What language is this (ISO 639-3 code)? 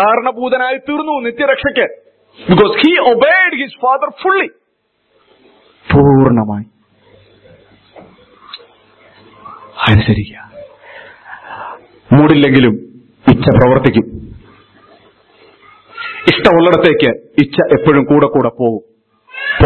mal